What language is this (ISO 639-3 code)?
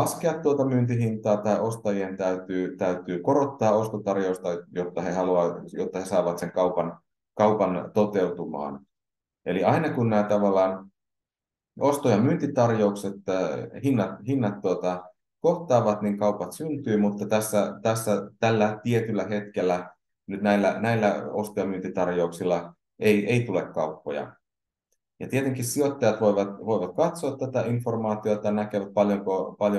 fin